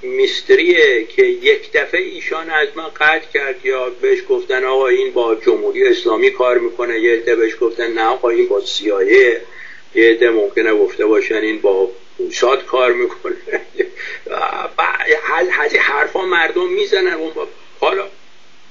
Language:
Persian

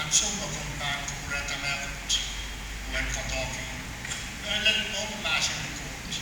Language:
Pohnpeian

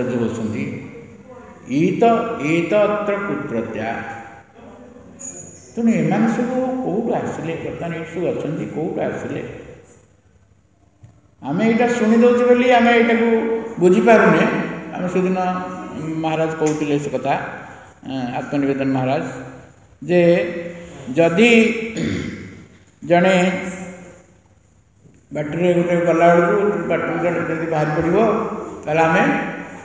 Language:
Odia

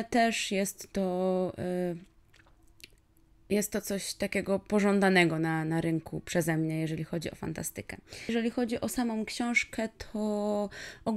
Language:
Polish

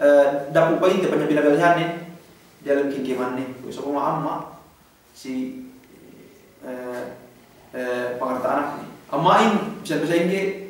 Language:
Yakan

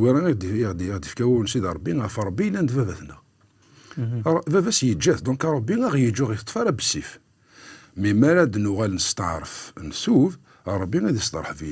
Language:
Kabyle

